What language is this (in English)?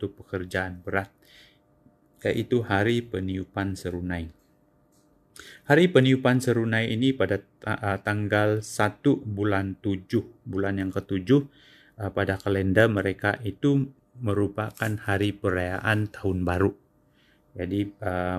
Indonesian